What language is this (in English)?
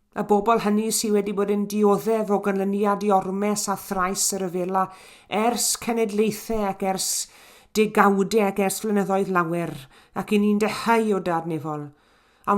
Welsh